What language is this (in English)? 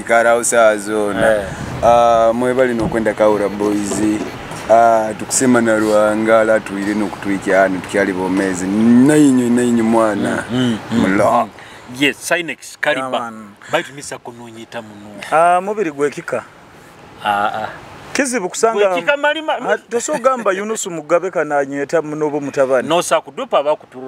Nyoro